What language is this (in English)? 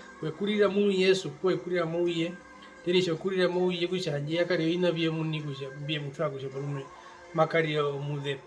Herero